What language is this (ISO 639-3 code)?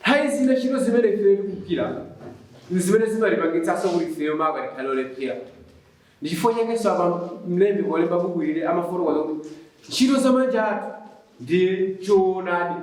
nya